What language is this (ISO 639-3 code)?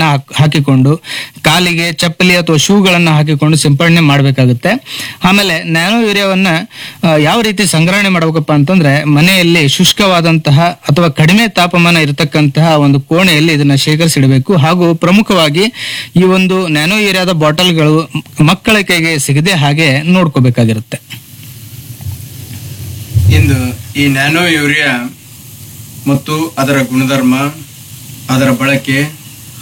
kan